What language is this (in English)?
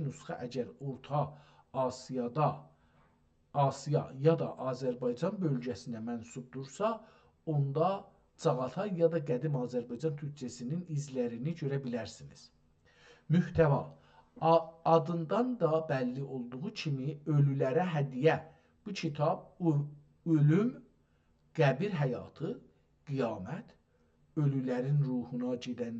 South Azerbaijani